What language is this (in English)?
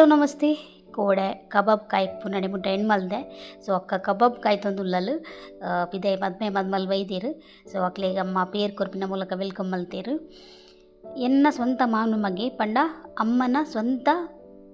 Tulu